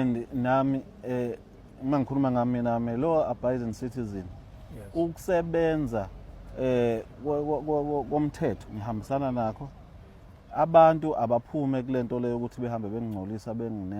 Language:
Zulu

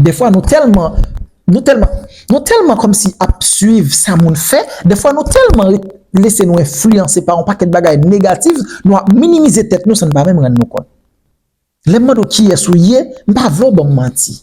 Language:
Haitian Creole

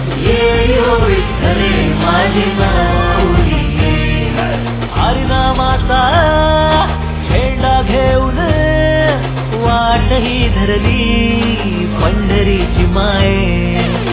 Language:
Marathi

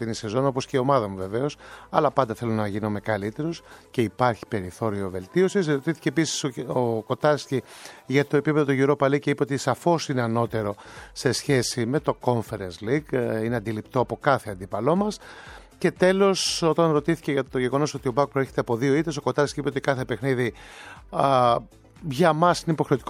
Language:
Greek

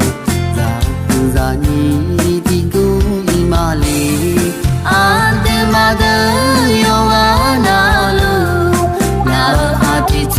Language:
Akha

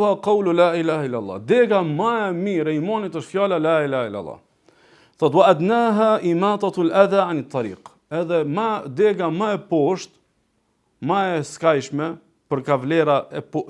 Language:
Albanian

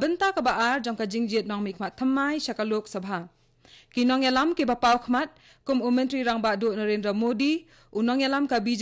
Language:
Khasi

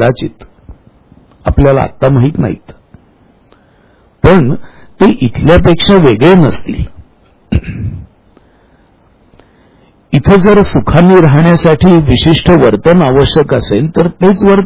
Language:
Marathi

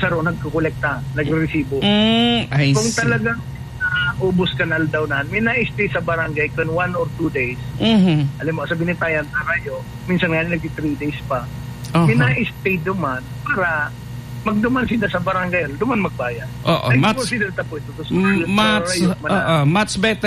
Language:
Bikol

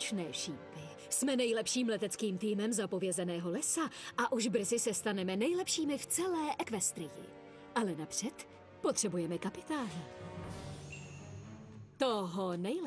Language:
Czech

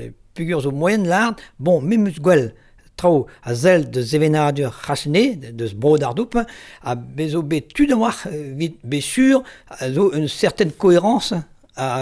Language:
Breton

